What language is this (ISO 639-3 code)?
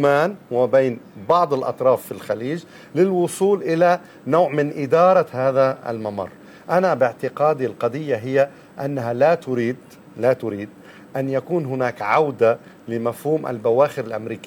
ara